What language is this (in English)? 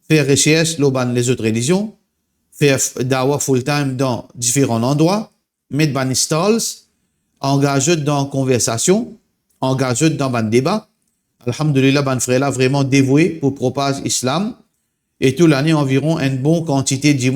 Morisyen